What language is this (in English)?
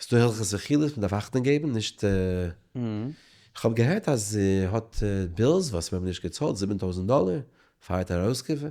Yiddish